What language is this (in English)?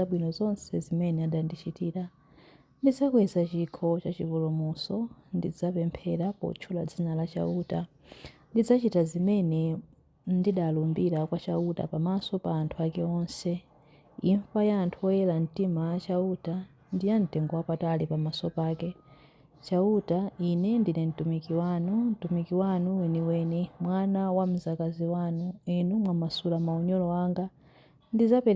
Nyanja